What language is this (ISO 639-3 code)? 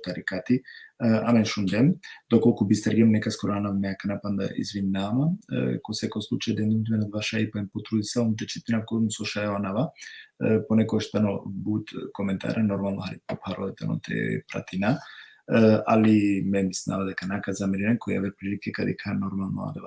rmn